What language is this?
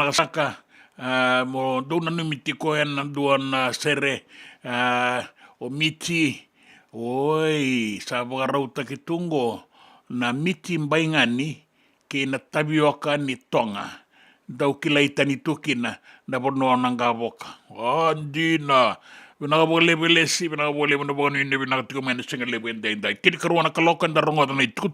Fijian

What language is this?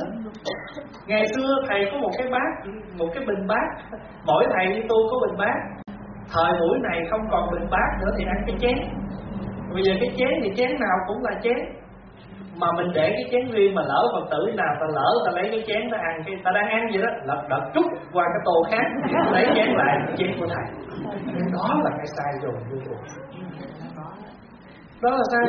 Vietnamese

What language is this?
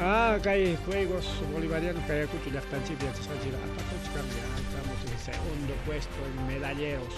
Ayacucho Quechua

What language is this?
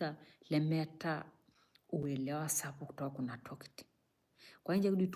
Masai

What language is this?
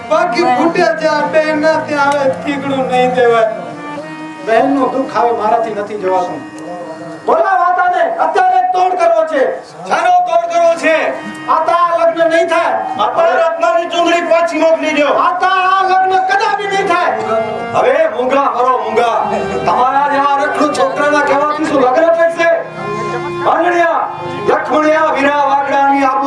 Gujarati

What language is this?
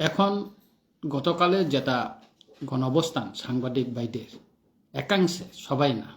Kok Borok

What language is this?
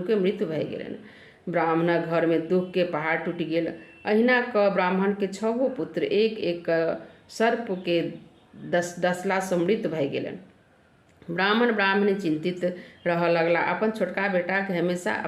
Maithili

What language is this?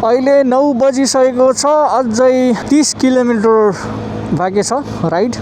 Nepali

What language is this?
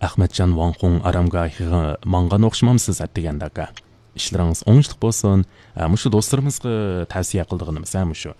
Uyghur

